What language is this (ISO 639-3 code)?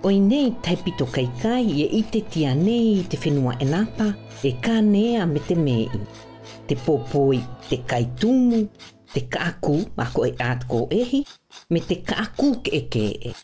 mqm